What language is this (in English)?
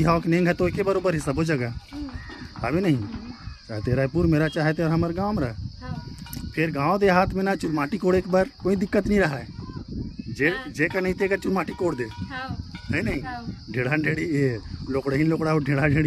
Chhattisgarhi